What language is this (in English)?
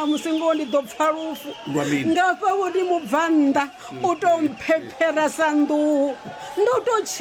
Venda